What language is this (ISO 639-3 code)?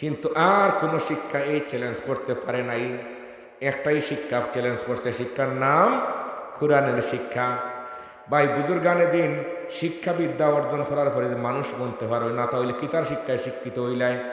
syl